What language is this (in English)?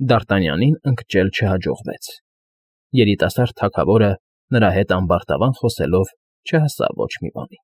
Armenian